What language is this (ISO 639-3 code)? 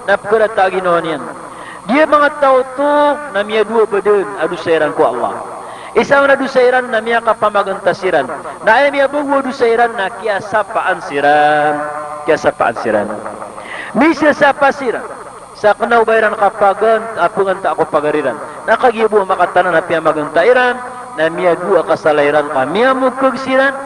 mrw